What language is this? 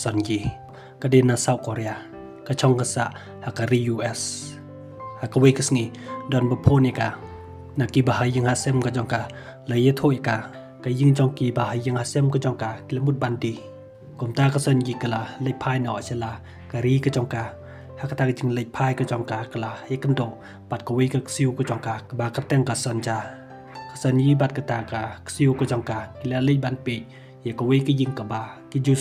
Khasi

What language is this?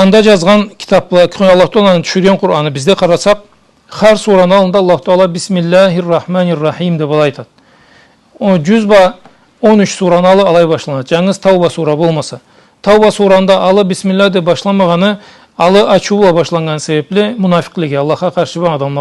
Karachay-Balkar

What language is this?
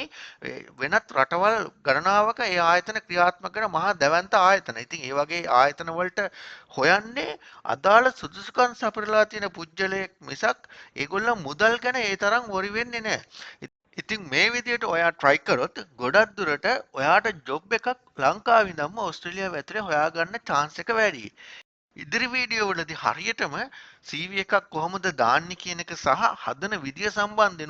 Sinhala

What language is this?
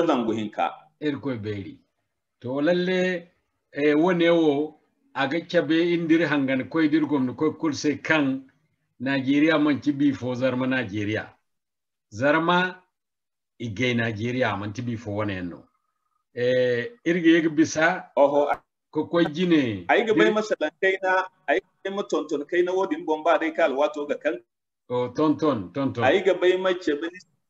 Zarma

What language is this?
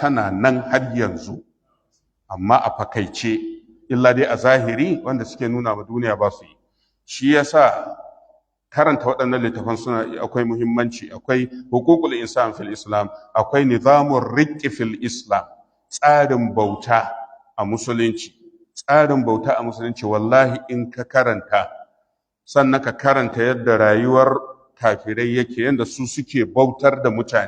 Hausa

